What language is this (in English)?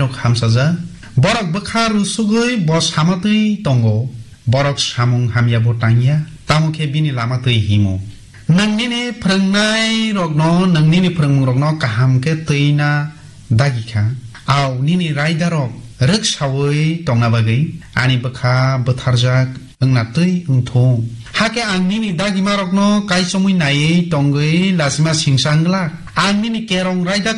Kok Borok